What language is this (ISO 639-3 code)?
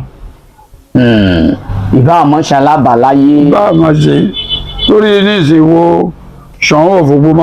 yor